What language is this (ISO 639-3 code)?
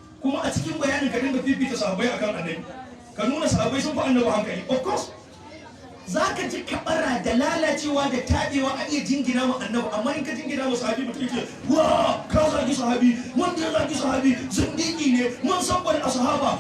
hau